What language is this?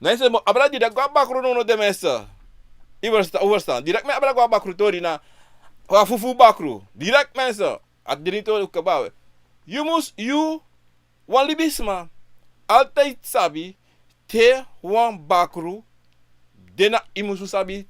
Sranan Tongo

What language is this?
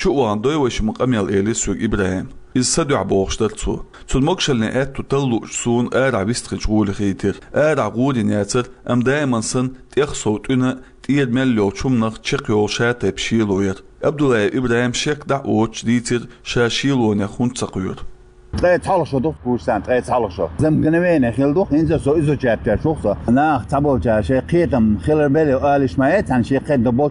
Chechen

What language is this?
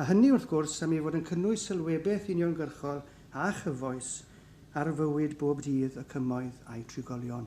Welsh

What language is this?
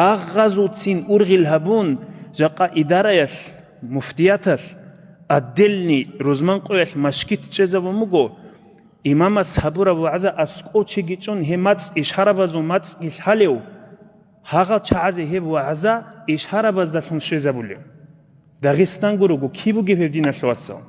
Avaric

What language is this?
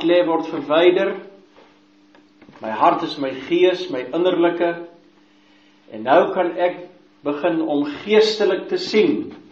Afrikaans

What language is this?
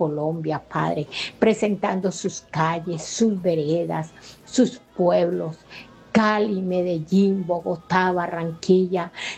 Spanish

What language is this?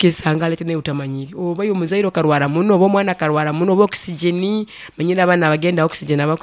Nyoro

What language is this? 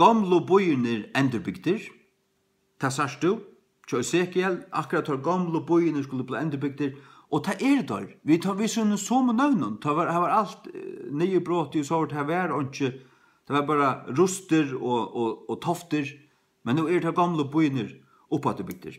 Faroese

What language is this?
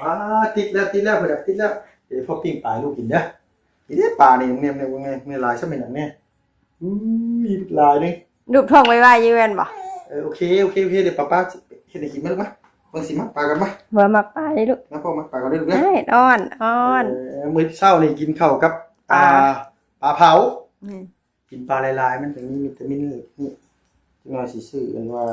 Northeastern Thai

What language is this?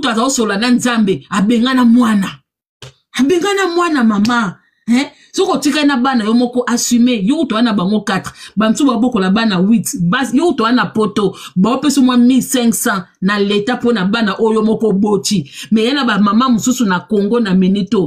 Lingala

